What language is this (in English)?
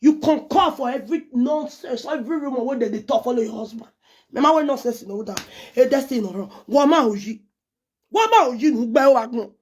Nigerian Pidgin